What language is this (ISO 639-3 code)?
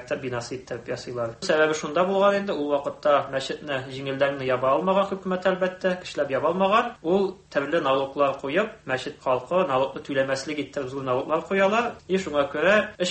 tat